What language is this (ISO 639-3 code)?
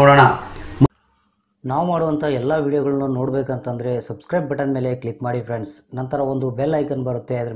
kan